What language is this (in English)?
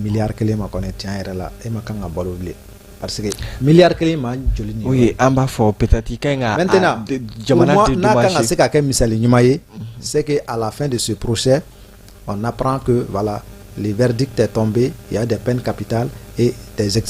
Bambara